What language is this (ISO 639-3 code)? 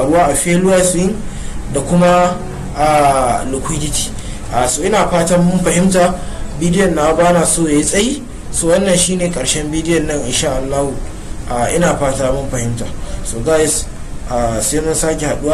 hau